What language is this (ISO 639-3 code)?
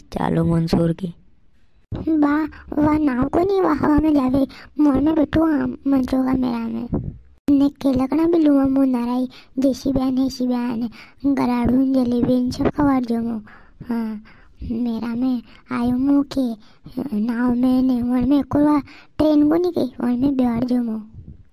raj